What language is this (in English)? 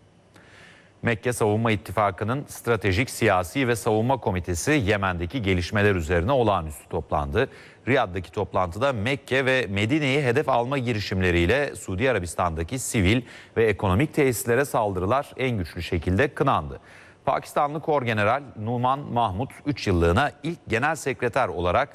Turkish